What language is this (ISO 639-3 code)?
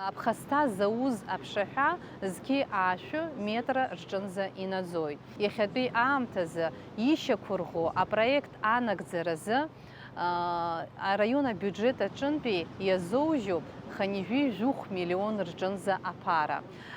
abk